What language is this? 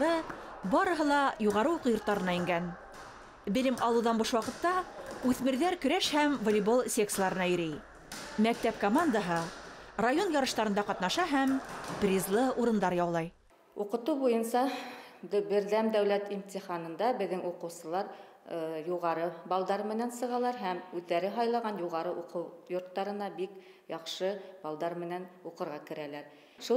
Bashkir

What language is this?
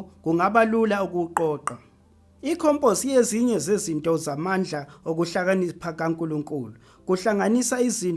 Zulu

